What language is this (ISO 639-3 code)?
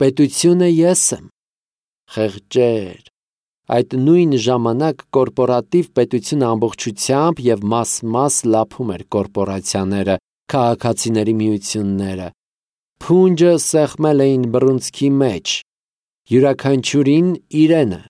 hye